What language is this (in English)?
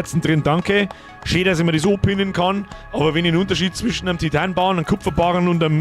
Bavarian